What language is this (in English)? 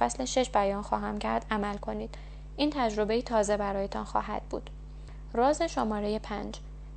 Persian